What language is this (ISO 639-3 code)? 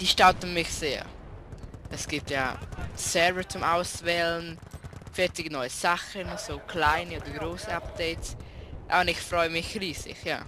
gsw